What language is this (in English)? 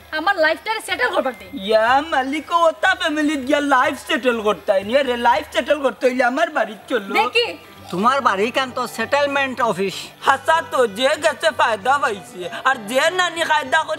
Sylheti